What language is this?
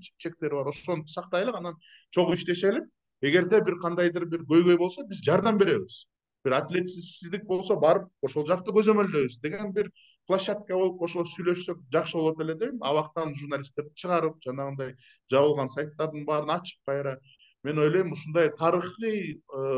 Kyrgyz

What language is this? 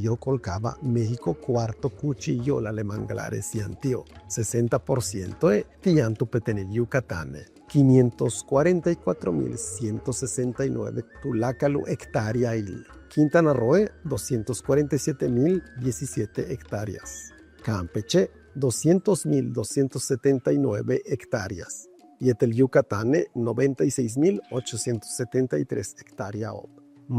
Yucateco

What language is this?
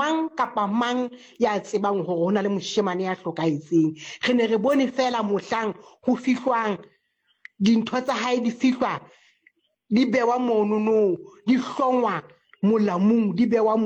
Southern Sotho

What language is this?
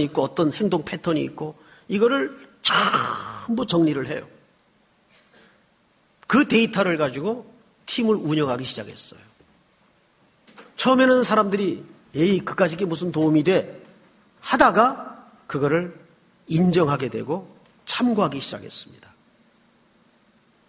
Korean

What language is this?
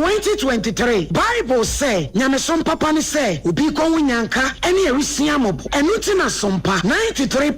Akan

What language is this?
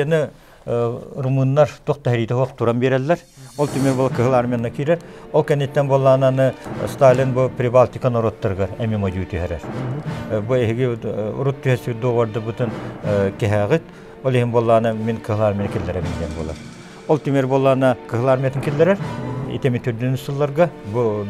Yakut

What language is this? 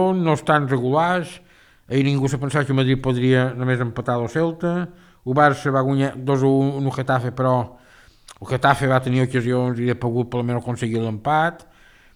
Catalan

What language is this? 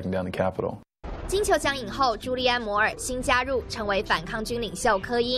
Chinese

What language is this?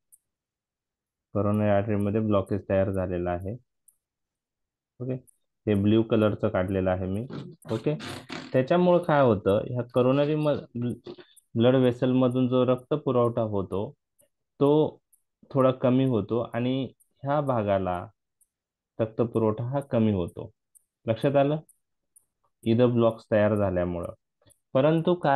Marathi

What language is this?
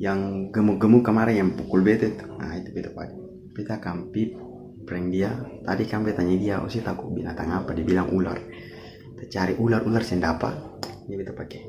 Ambonese Malay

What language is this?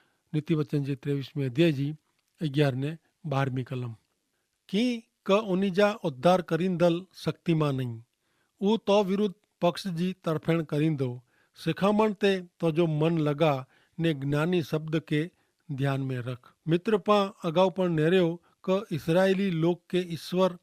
Kachhi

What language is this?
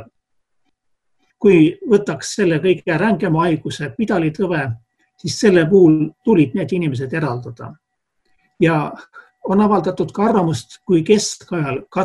Estonian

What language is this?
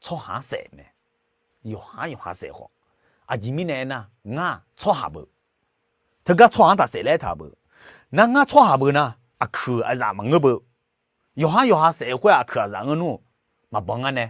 Akha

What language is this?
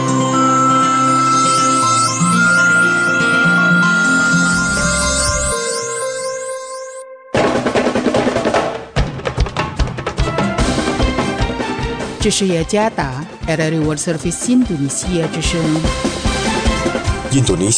Chinese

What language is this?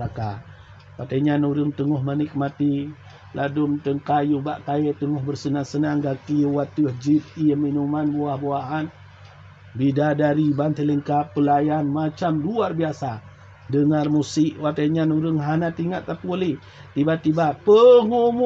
Achinese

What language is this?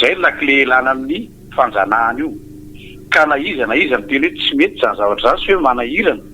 Malagasy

